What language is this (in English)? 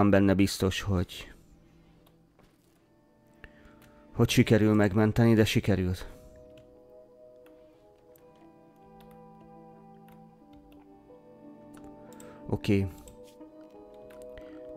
Hungarian